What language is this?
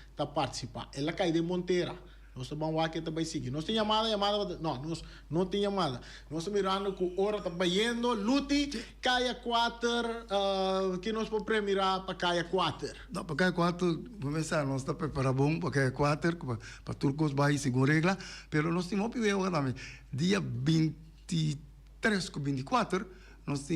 Papiamento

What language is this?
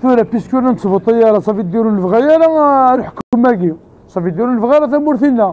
Kabyle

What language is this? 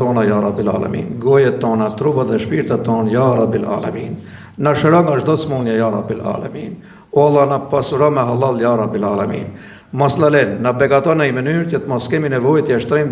Albanian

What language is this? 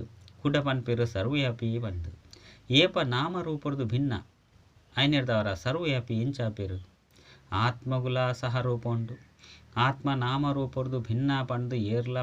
Tulu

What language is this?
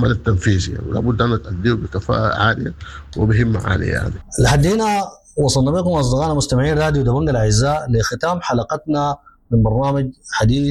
Sudanese Arabic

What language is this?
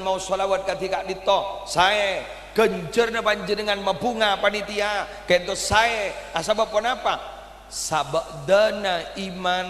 Madurese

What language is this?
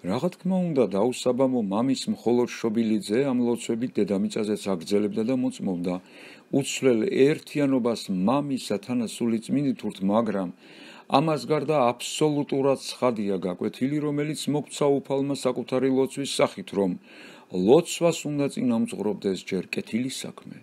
Georgian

